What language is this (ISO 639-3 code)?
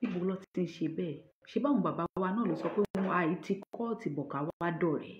yor